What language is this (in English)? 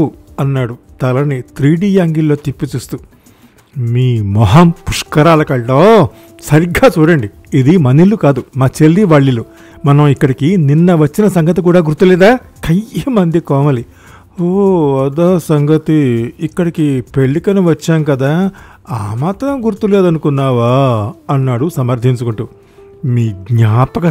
Telugu